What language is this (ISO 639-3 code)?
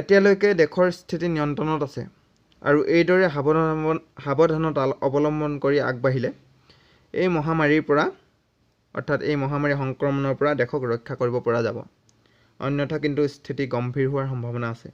asm